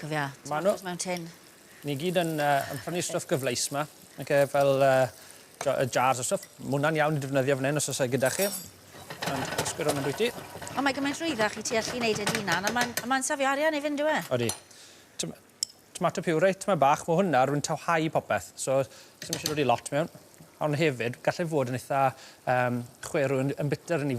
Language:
Welsh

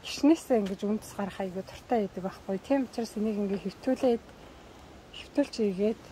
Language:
Mongolian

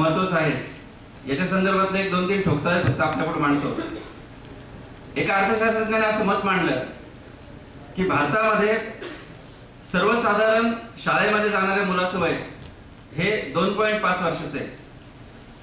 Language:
Marathi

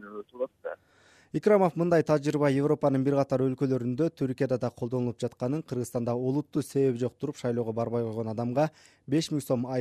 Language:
Kyrgyz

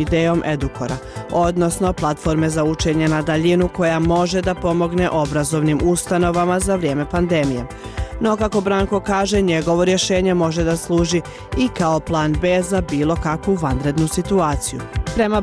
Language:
Bosnian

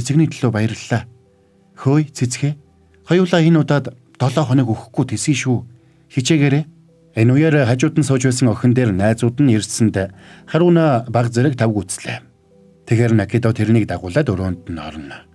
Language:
Mongolian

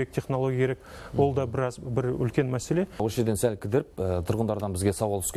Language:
Kazakh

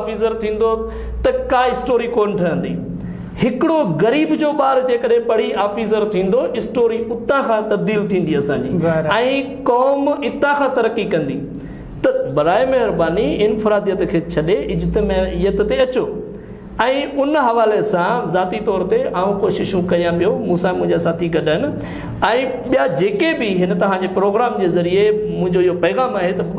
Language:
Sindhi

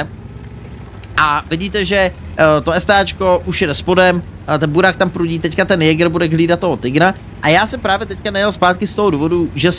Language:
Czech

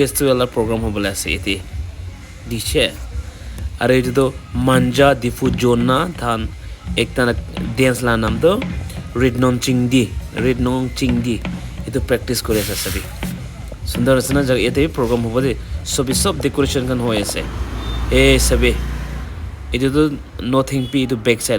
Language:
Naga Pidgin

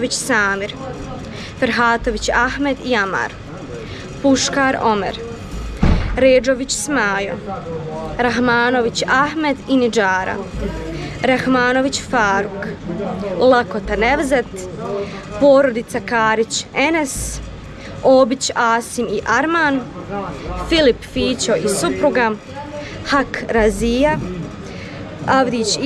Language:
Bosnian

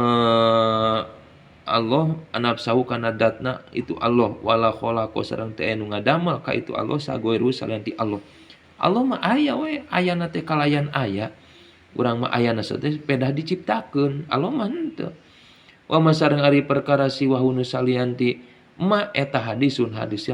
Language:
Sundanese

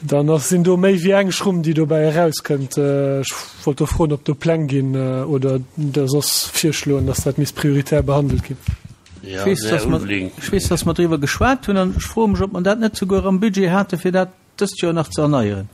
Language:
Luxembourgish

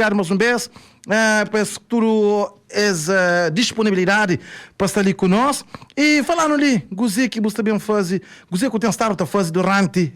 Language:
Kabuverdianu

